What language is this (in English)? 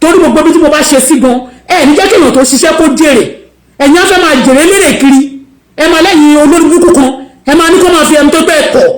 Yoruba